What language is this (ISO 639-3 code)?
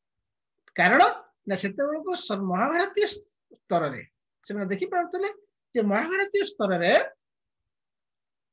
ori